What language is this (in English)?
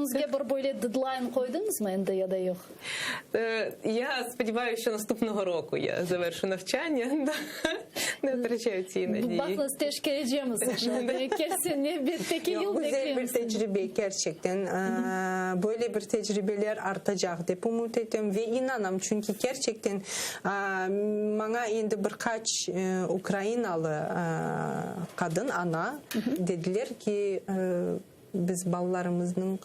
Crimean Tatar